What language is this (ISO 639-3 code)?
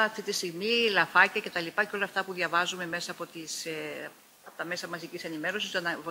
ell